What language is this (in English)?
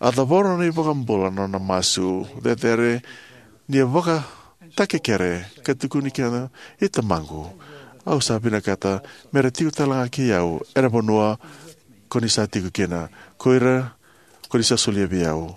Fijian